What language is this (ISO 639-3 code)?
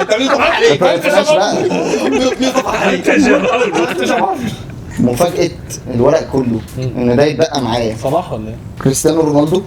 arz